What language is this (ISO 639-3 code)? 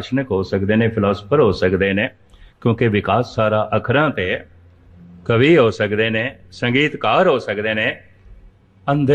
pan